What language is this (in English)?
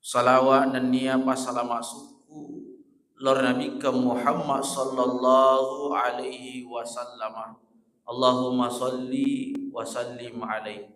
Buginese